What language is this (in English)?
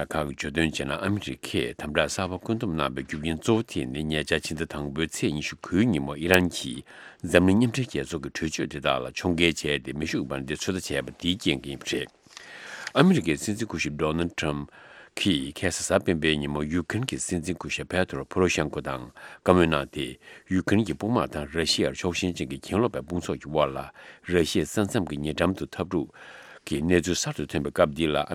Tibetan